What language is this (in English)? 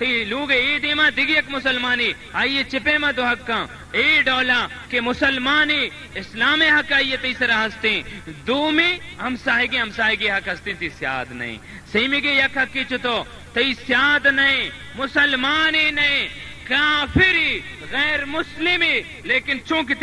Baluchi